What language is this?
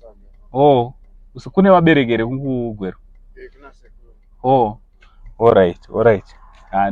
Shona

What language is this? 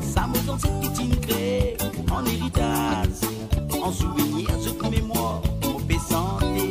Morisyen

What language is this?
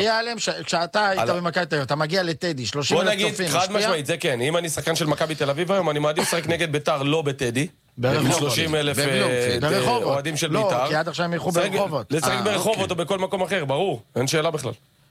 Hebrew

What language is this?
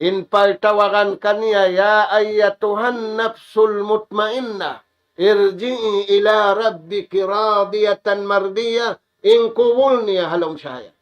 Tausug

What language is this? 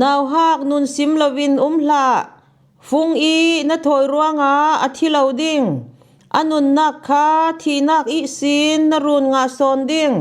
Falam Chin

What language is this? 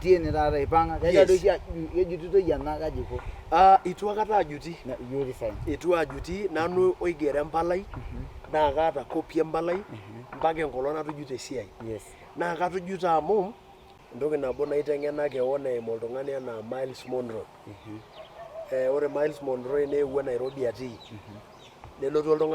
Masai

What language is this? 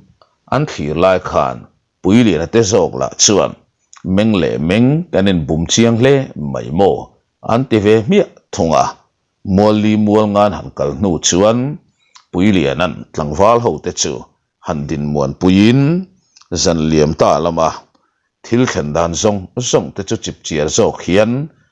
Mizo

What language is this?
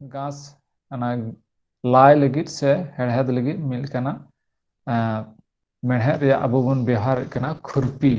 Santali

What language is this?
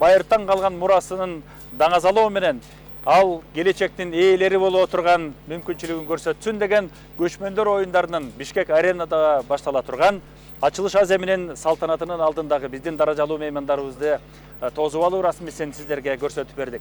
Kyrgyz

